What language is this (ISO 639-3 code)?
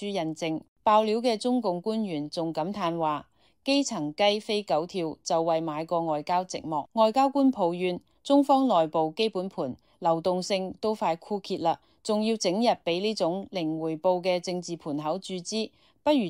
yue